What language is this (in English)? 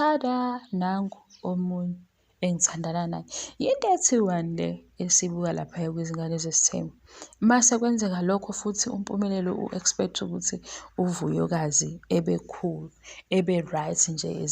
Zulu